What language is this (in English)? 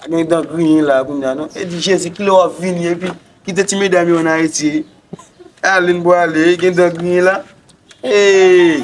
Haitian Creole